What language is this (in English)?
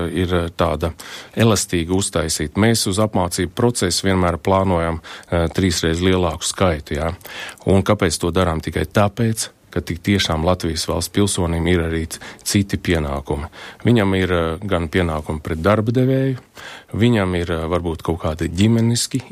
Latvian